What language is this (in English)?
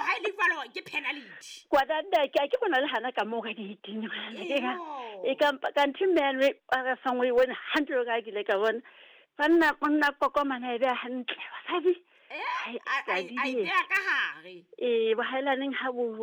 Southern Sotho